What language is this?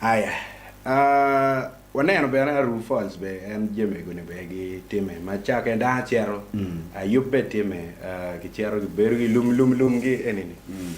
Acoli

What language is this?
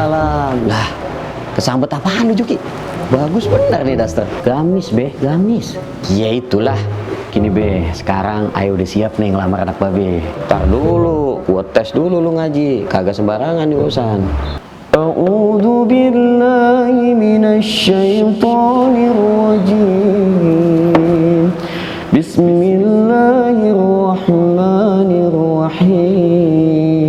Betawi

